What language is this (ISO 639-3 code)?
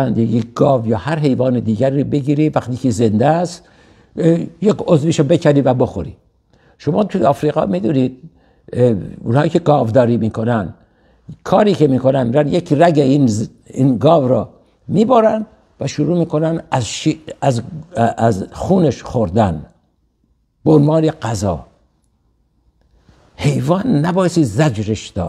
fas